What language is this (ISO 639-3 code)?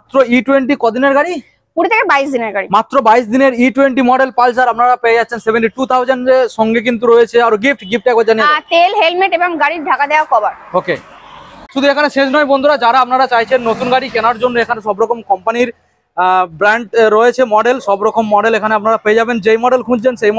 ben